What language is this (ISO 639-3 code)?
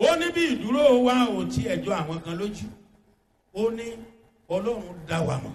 yor